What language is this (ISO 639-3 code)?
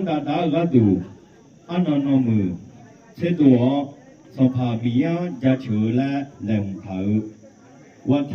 ahk